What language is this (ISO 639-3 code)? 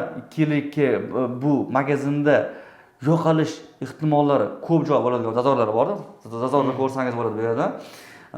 uzb